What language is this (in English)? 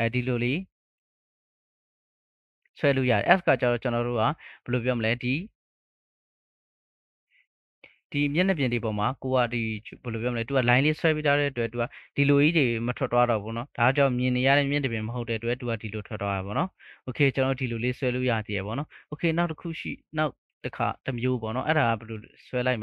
Burmese